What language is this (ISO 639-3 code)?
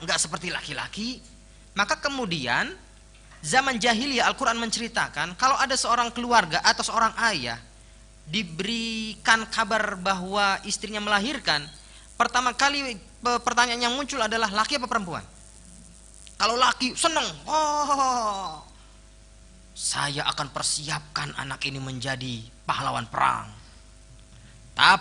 ind